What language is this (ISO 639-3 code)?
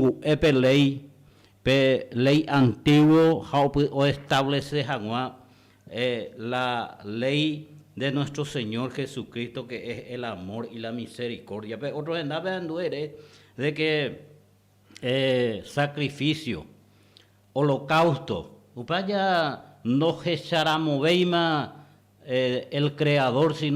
grn